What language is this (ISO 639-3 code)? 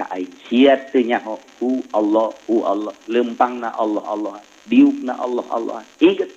sun